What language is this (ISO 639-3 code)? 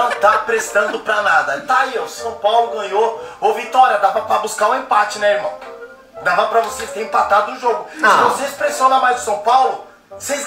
por